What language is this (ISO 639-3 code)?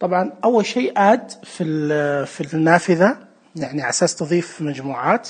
ars